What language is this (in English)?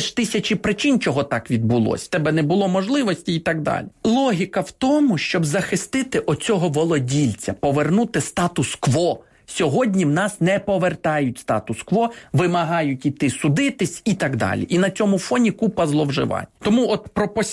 Ukrainian